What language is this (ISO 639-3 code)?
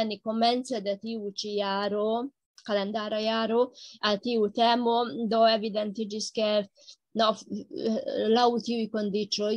epo